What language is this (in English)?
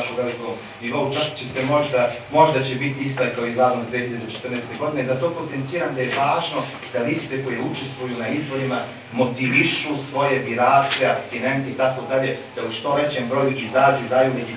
Serbian